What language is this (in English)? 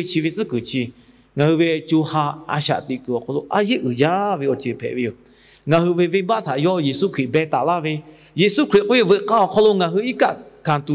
Lahu